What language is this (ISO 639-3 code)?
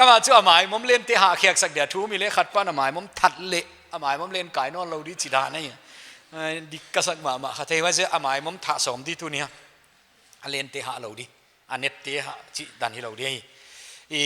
pck